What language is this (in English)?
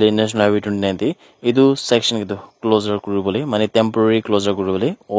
Naga Pidgin